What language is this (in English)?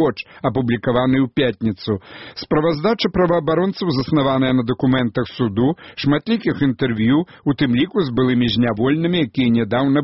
Belarusian